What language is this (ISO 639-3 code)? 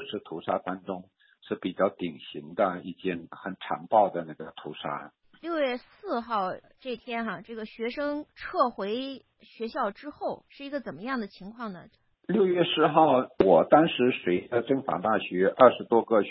zho